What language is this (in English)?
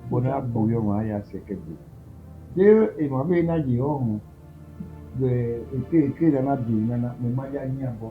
Bini